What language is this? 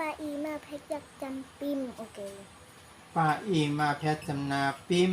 Shan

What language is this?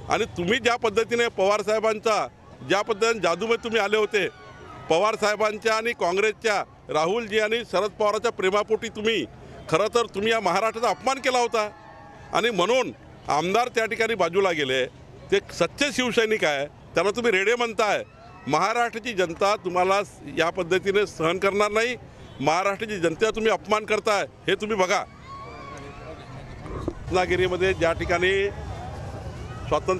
Marathi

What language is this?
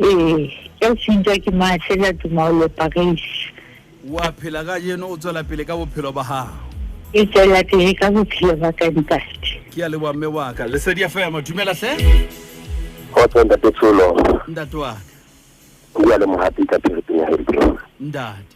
Southern Sotho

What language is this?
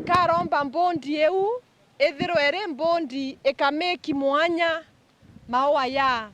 Meru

